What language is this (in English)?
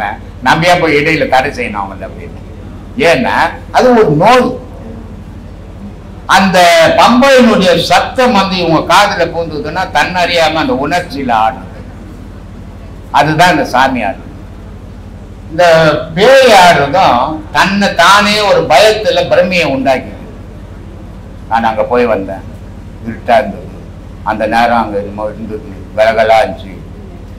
Tamil